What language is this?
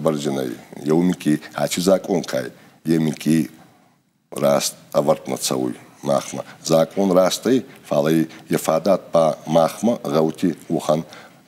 Ossetic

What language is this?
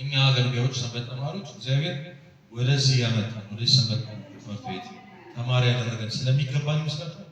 Amharic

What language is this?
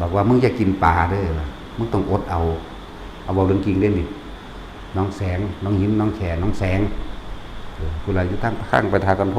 Lao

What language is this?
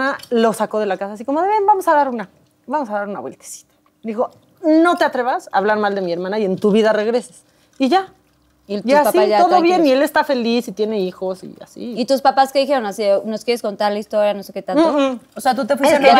Spanish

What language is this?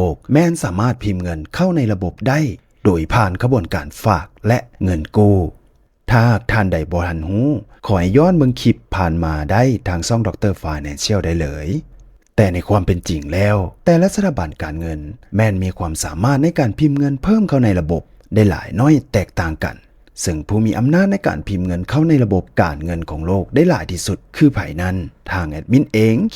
Lao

